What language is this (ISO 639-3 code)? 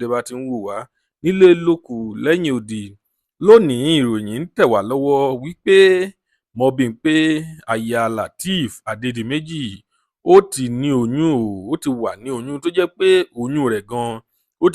yor